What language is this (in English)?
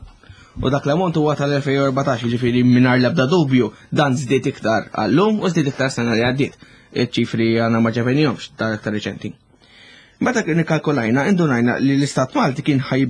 Maltese